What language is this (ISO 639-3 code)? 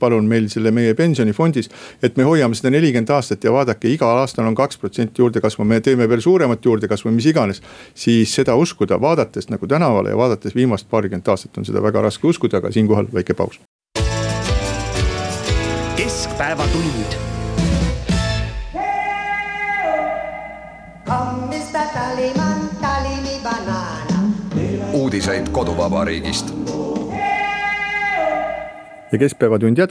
est